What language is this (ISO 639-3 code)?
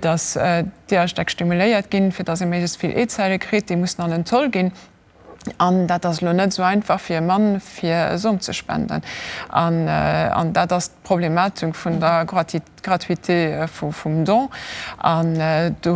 ltz